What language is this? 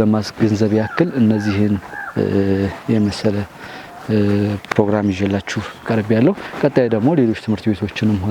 Amharic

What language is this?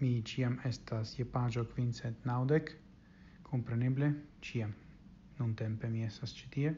Esperanto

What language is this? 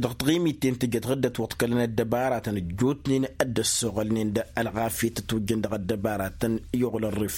Tamasheq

